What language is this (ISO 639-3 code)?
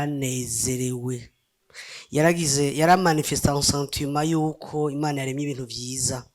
run